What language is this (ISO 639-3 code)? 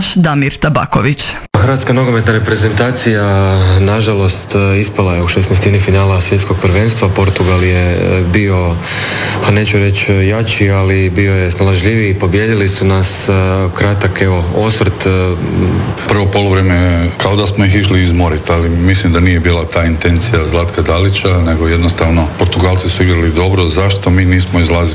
hrv